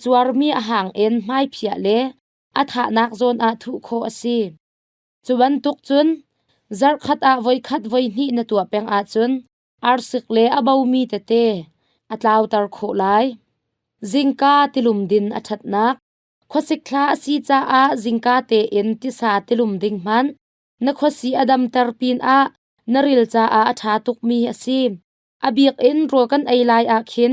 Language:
Hakha Chin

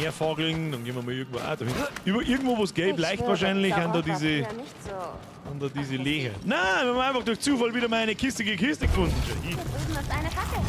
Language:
Bavarian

